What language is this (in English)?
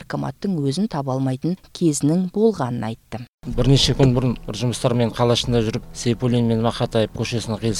Kazakh